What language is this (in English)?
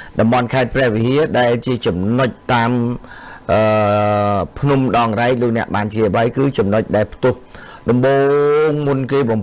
Khmer